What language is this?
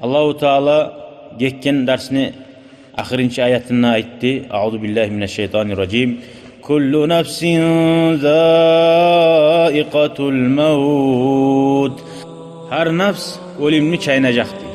Kumyk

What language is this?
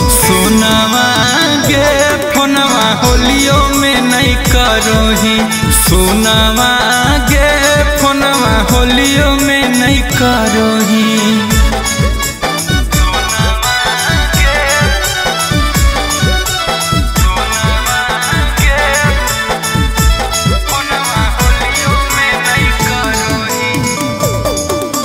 Magahi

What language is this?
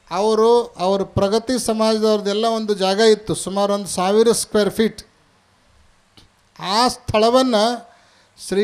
Kannada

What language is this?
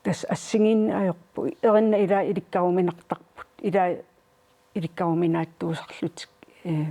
Kalaallisut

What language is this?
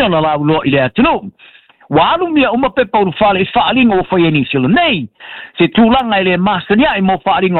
Samoan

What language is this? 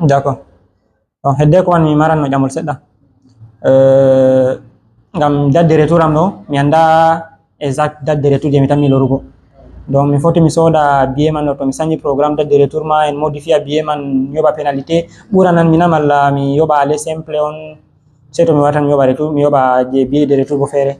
Fula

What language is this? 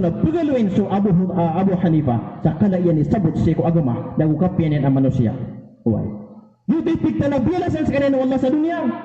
Maranao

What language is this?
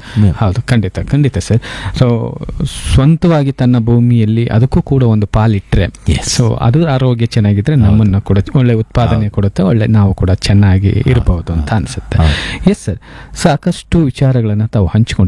Kannada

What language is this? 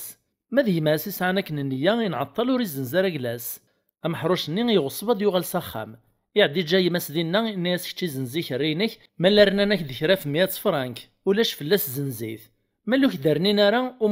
Kabyle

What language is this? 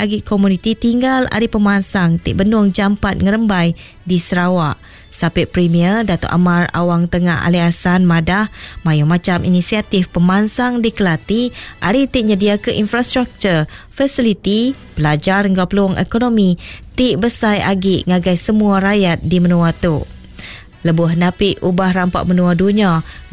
Iban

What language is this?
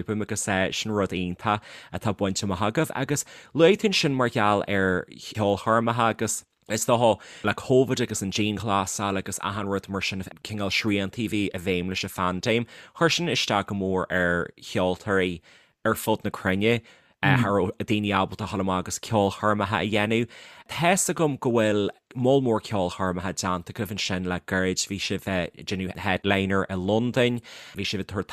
Irish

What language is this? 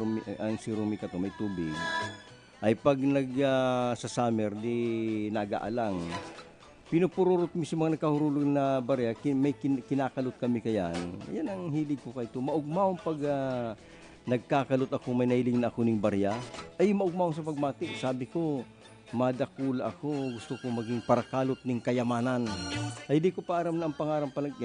Bikol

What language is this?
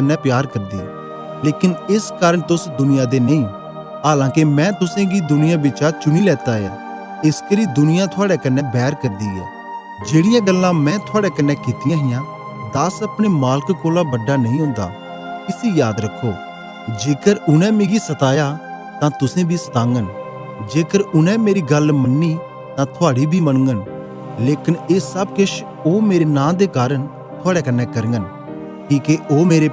Dogri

